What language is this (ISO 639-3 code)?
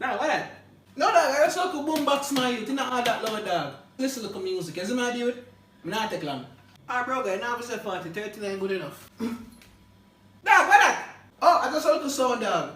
jam